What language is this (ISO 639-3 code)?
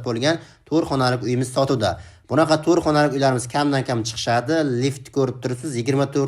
uzb